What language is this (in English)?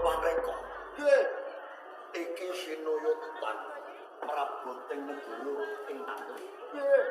Javanese